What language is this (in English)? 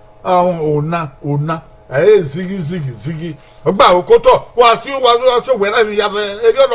Bini